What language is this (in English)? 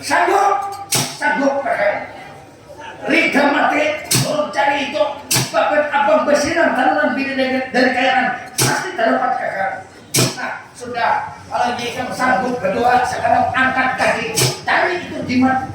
Banjar